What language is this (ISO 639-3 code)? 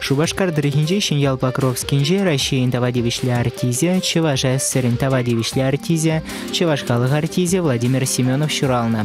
chv